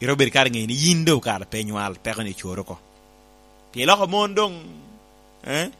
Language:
Lango (Uganda)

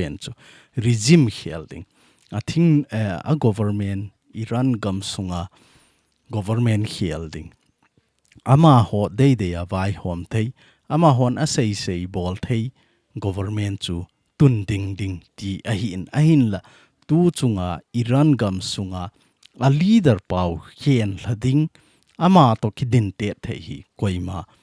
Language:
Thado Chin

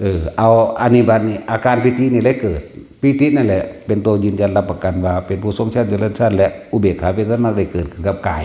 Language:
Northeastern Thai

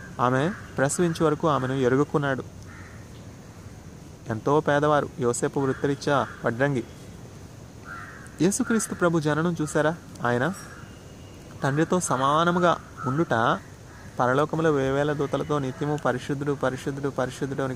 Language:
Telugu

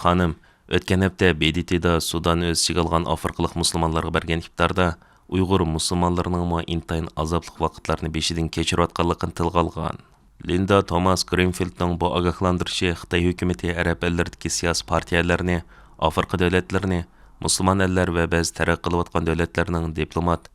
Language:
Uyghur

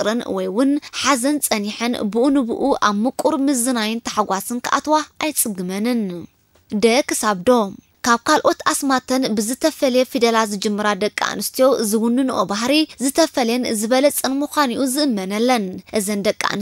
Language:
Tigrinya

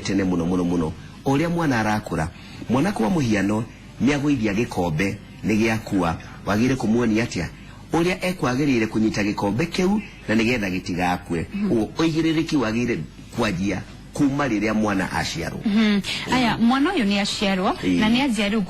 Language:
Kikuyu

